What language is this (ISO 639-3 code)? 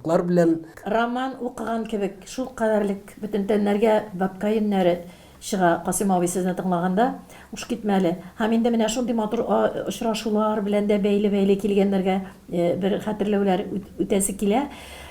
tat